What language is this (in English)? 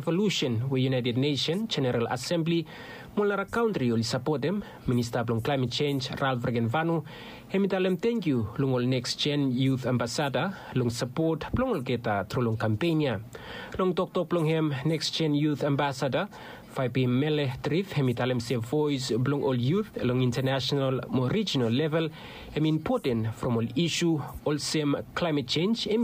Bislama